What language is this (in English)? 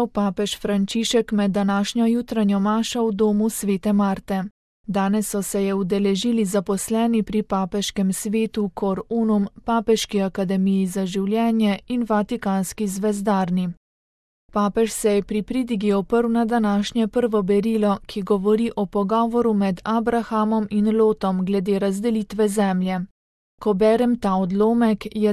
Slovenian